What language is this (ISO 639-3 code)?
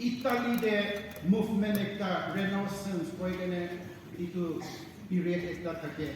nag